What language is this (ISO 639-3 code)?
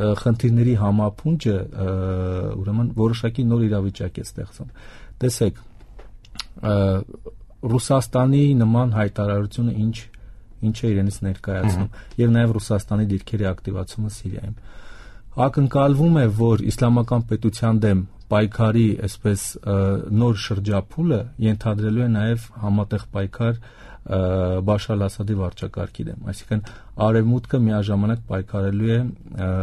hye